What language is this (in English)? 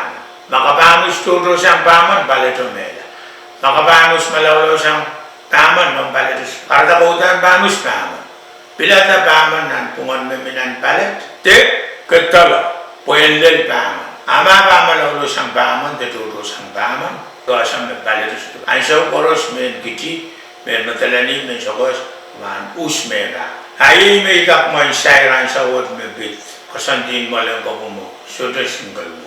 Pohnpeian